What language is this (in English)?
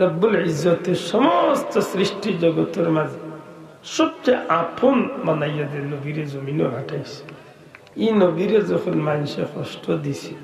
Sylheti